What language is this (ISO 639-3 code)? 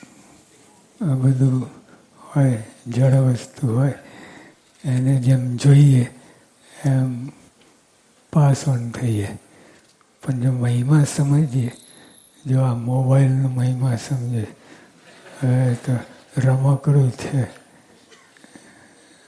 guj